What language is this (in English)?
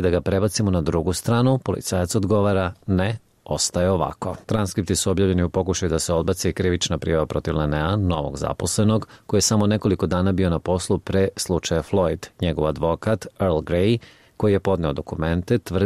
Serbian